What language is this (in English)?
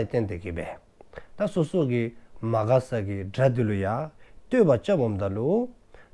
Dzongkha